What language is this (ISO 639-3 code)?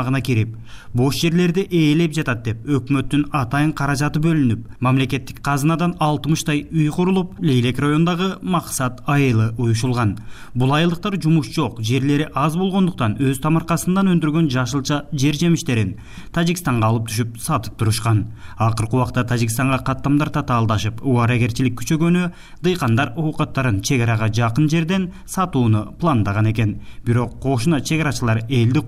kir